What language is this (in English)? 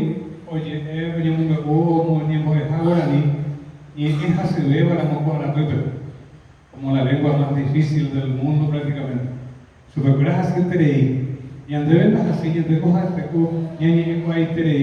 Guarani